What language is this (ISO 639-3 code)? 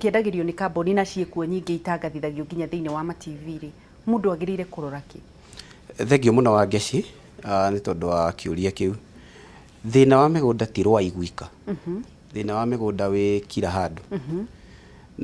kik